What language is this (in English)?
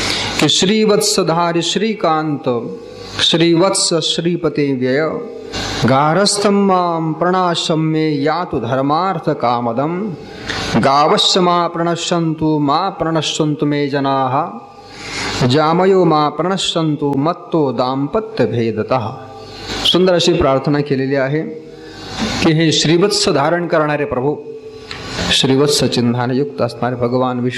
Marathi